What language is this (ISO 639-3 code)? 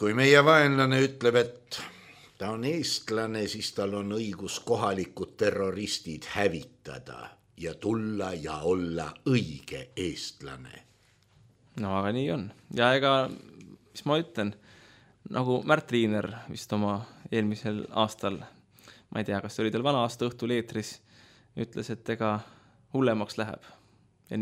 est